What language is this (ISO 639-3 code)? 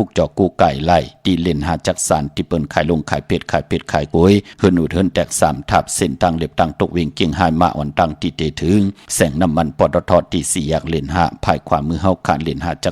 shn